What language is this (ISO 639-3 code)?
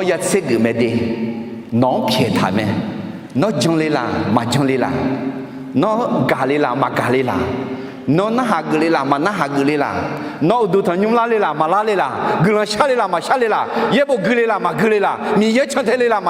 ahk